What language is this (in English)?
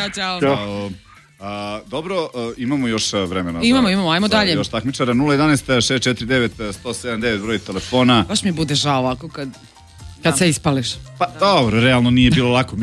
Serbian